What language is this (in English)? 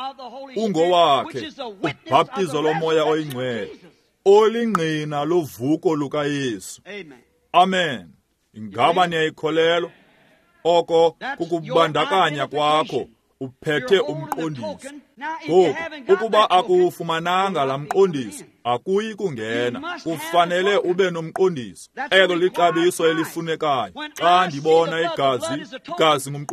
Xhosa